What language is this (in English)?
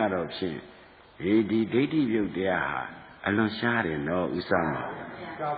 Burmese